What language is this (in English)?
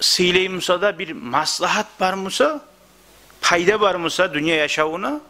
Kumyk